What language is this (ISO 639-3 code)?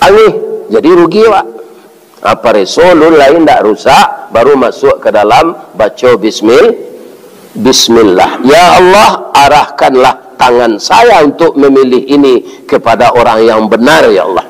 min